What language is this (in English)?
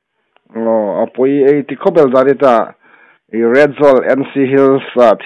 Hmar